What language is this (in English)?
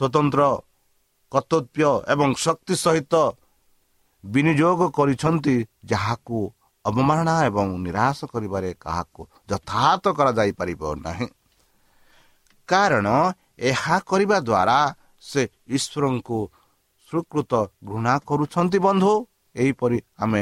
Odia